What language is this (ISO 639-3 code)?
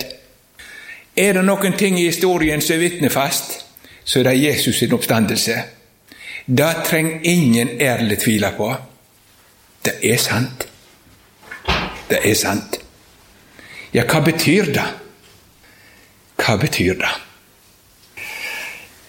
nor